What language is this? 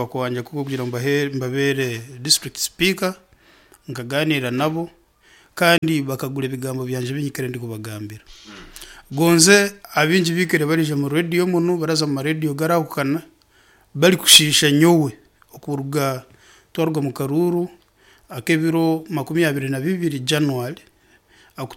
Nyankole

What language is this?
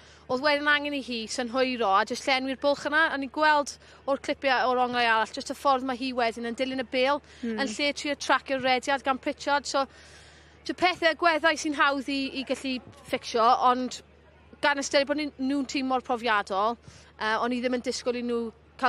Welsh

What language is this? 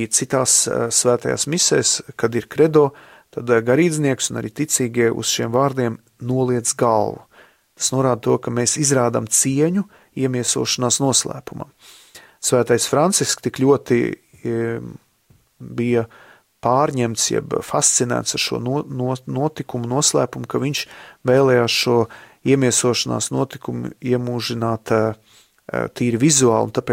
Latvian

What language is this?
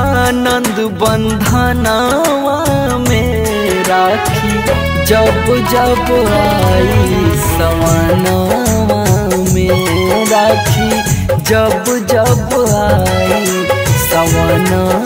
Bhojpuri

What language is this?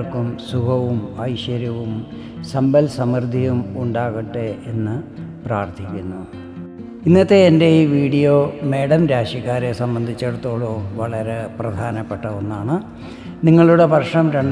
Malayalam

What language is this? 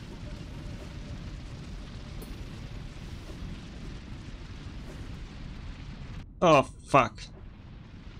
Polish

